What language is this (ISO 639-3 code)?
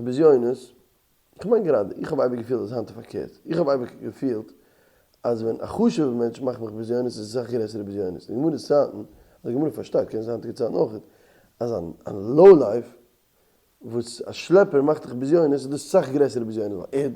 yid